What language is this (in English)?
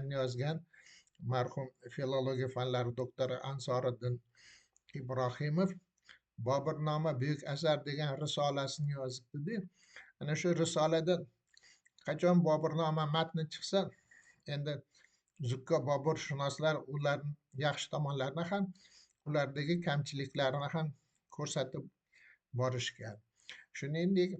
Uzbek